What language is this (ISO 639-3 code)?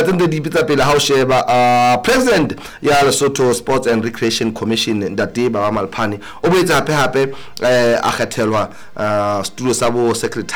sot